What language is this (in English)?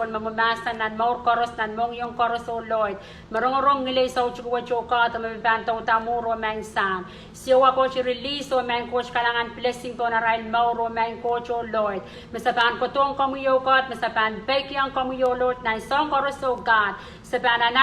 Pohnpeian